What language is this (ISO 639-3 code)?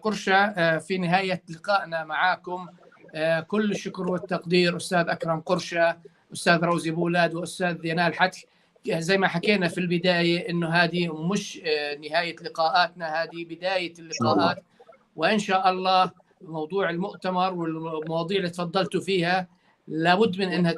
apc